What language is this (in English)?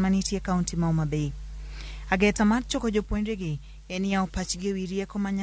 Luo (Kenya and Tanzania)